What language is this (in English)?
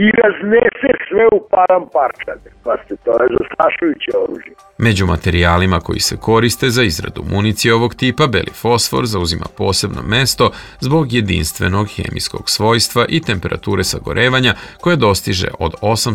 Serbian